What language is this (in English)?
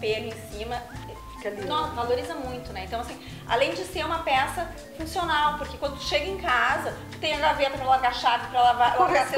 Portuguese